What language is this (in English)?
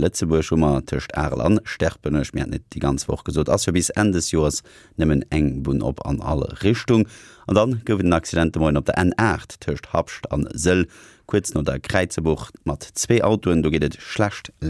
Luxembourgish